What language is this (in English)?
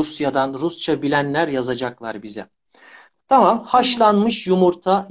Turkish